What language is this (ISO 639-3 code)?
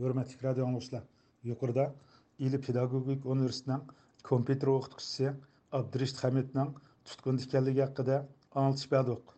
uig